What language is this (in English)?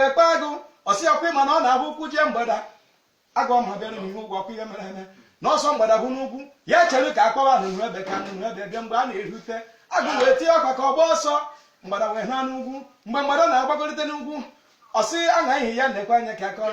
Igbo